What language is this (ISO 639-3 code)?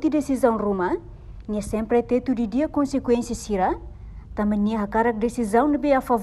tet